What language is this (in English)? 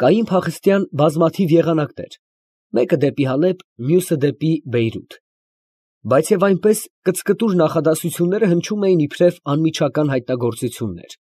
Armenian